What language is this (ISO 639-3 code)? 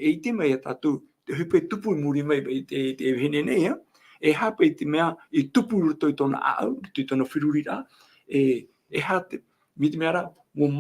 tah